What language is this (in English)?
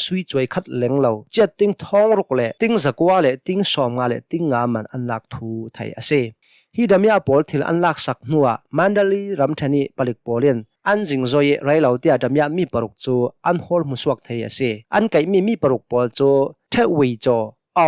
Hakha Chin